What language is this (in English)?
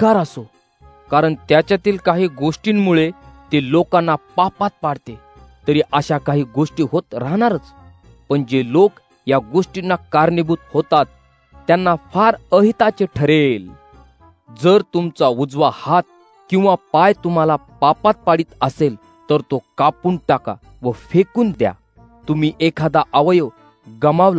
Marathi